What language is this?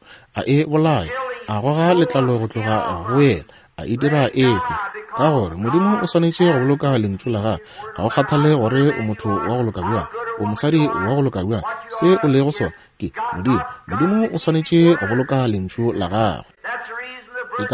Northern Sotho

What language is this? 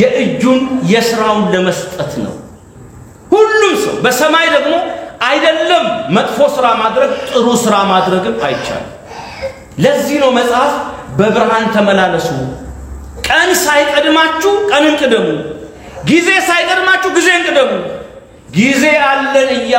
Amharic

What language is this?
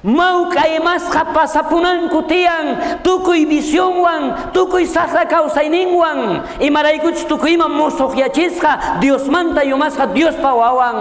South Bolivian Quechua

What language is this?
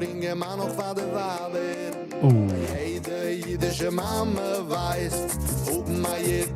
Yiddish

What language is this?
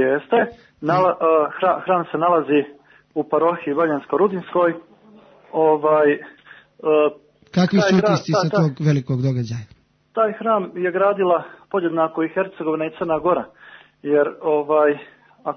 Serbian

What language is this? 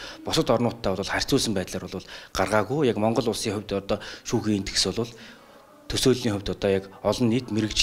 Mongolian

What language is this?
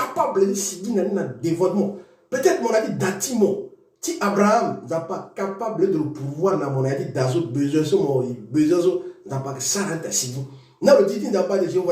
Sango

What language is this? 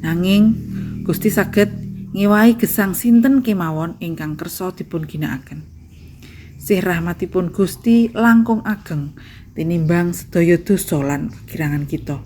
Javanese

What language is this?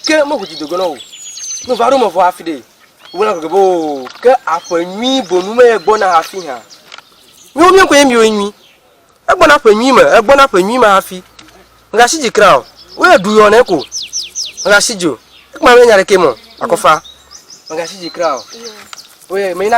Ewe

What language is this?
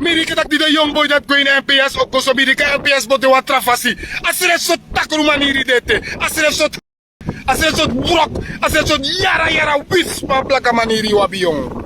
Sranan Tongo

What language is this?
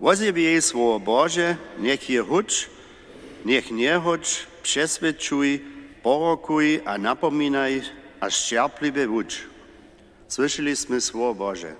Upper Sorbian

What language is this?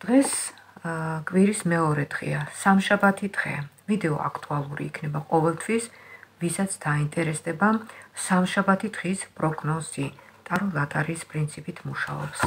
Georgian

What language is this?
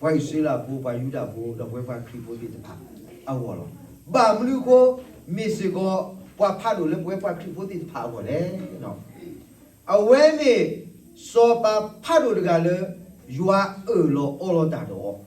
S'gaw Karen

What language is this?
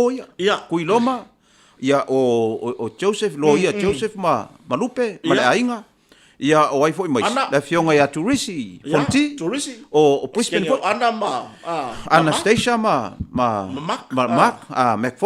Samoan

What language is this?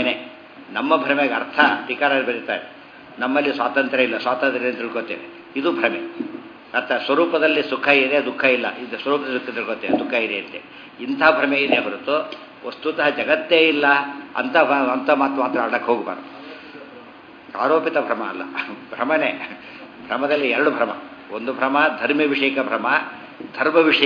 Kannada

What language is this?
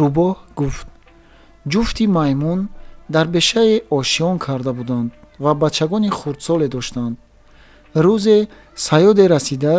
Tajik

